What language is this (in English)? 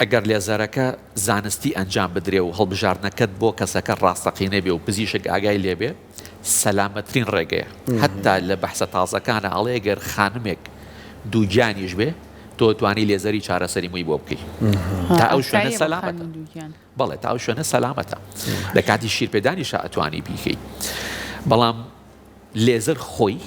Central Kurdish